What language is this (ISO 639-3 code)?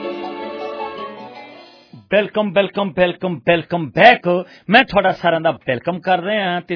pan